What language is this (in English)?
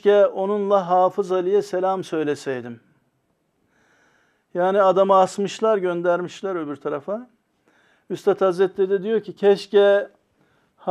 Turkish